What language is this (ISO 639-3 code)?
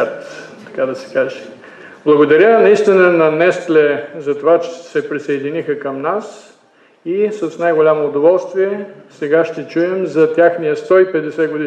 bul